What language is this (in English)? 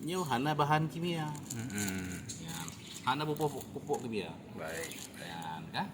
Achinese